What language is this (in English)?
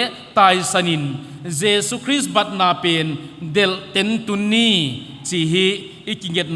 Paite Chin